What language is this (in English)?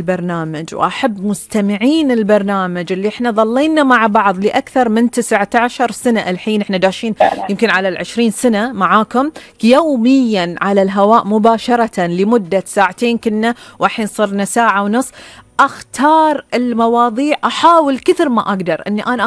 Gulf Arabic